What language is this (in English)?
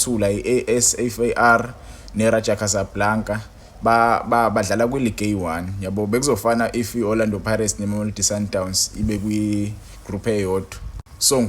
Zulu